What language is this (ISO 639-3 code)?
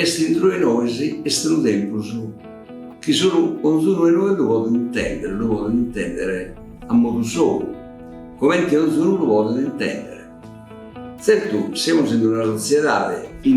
srd